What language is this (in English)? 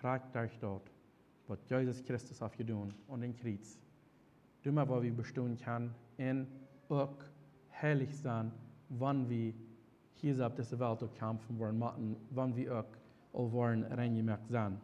Plautdietsch